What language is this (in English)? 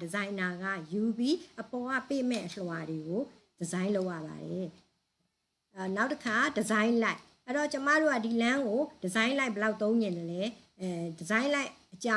Burmese